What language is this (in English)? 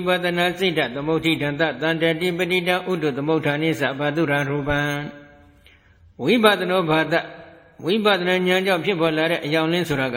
Burmese